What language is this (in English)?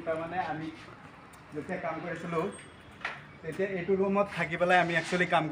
Assamese